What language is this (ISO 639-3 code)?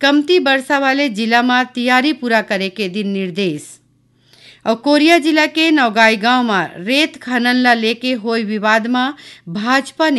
hne